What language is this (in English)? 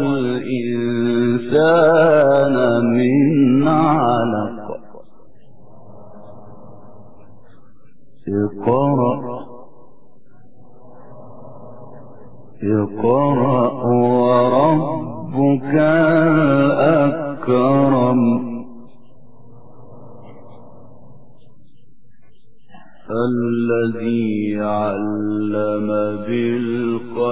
Arabic